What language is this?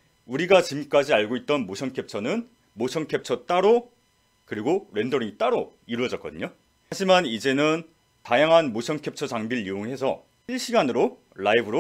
Korean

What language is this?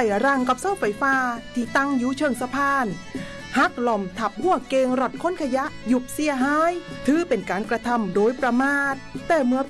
Thai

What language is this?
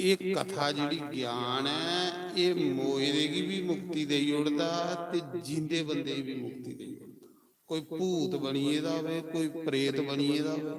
Dogri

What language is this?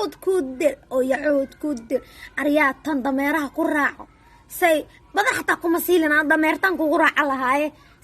Somali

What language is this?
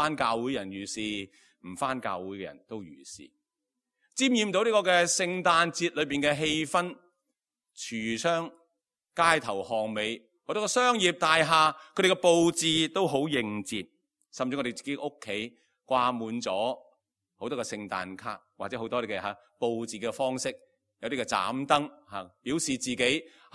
Cantonese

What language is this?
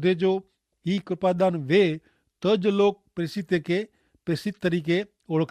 Kachhi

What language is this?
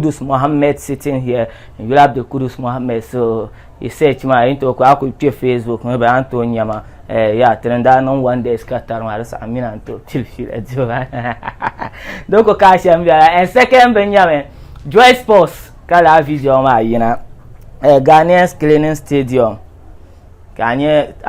Dagbani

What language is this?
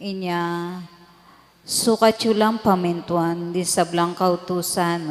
Pampanga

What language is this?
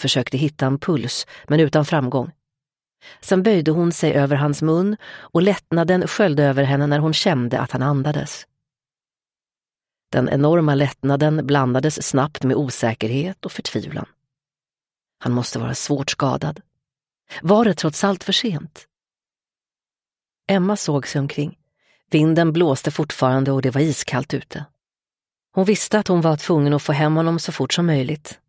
Swedish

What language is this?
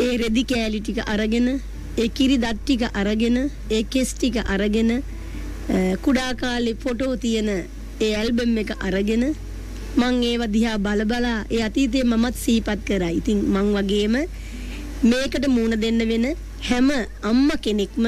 Sinhala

